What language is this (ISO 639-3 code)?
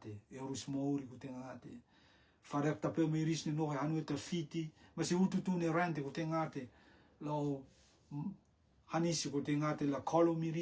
rtm